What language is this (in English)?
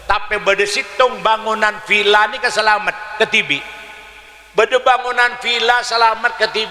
Madurese